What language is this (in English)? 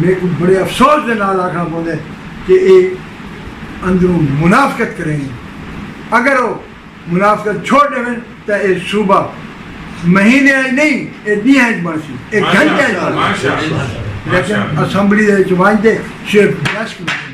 Saraiki